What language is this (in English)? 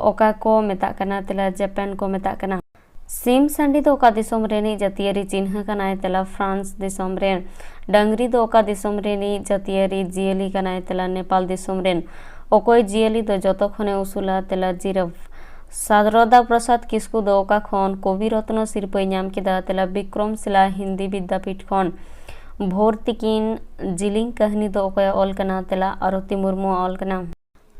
Santali